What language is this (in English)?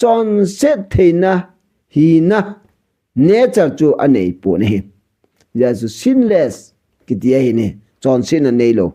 Thado Chin